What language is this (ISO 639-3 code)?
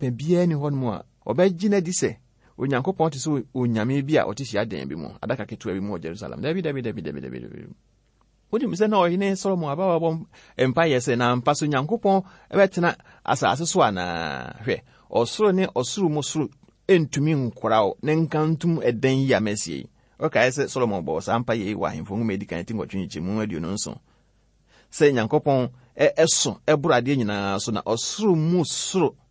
aka